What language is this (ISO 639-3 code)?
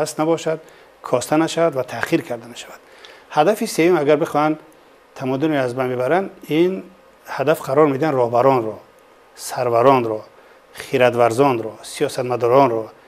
tgk